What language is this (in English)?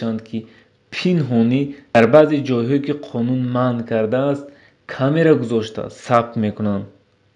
Tajik